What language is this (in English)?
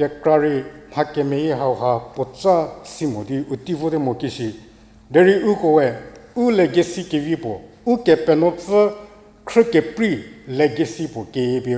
Angami Naga